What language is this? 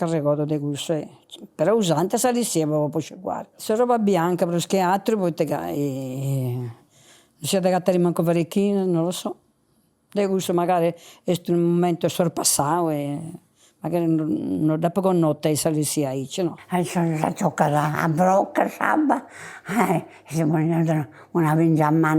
Sardinian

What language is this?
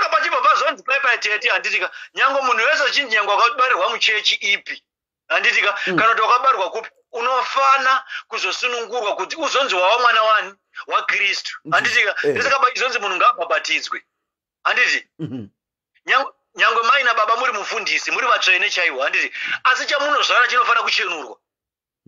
Shona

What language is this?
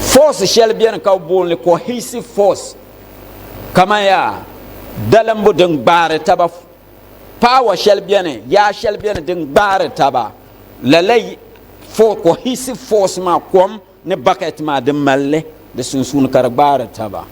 Dagbani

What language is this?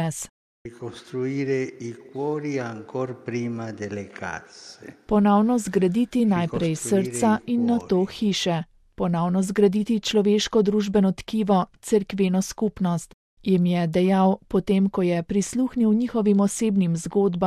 Slovenian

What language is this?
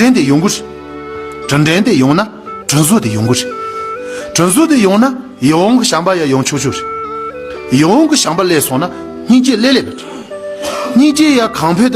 Tibetan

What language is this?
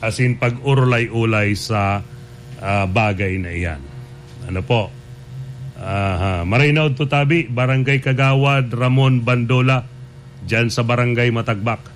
Bikol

